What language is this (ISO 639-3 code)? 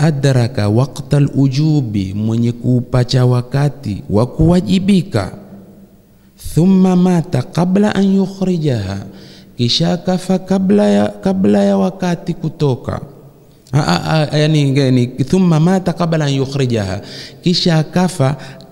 swa